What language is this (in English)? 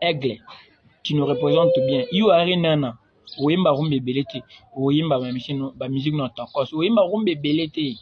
Lingala